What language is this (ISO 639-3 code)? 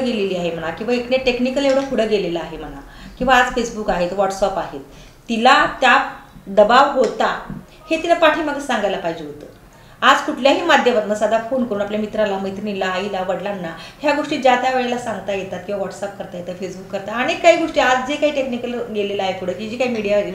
mar